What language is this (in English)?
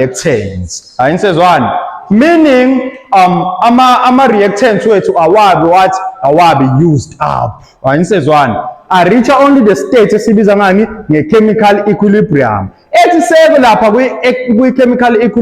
Zulu